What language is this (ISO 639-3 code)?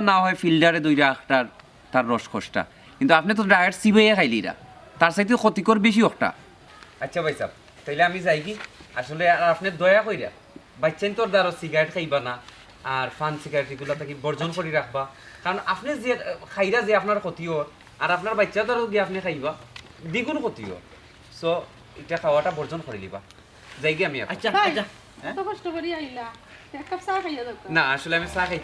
syl